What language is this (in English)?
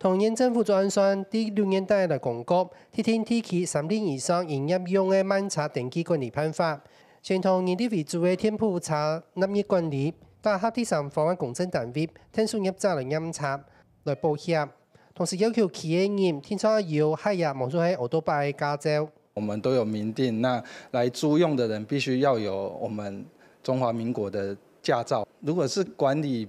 Hakka Chinese